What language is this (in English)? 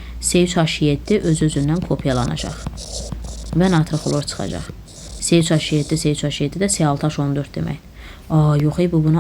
Azerbaijani